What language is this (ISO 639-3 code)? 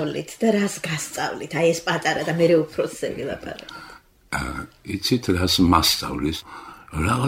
kat